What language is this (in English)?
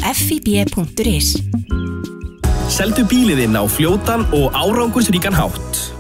Icelandic